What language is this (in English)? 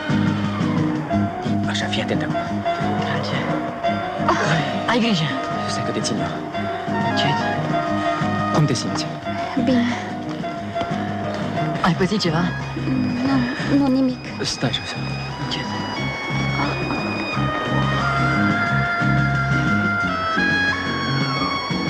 Romanian